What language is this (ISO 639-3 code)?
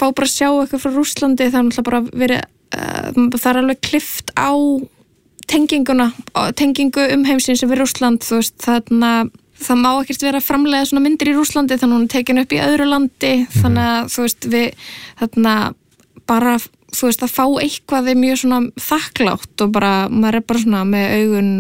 isl